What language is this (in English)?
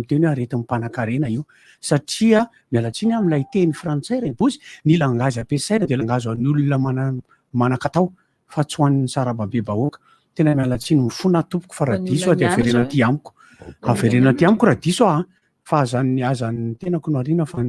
Malagasy